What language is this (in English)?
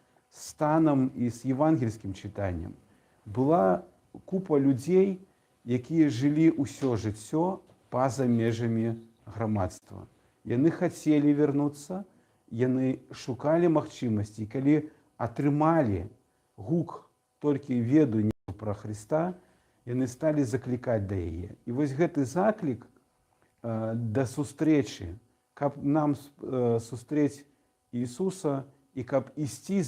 Belarusian